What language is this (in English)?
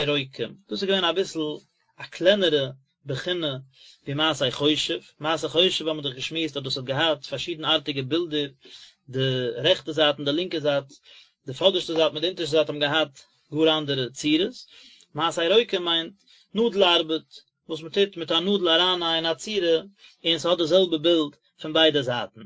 Yiddish